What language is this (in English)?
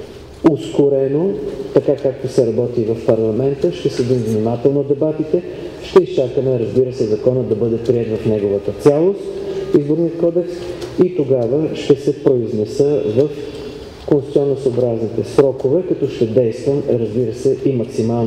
Bulgarian